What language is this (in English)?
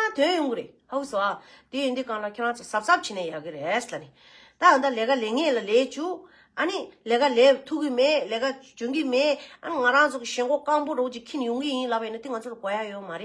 Tibetan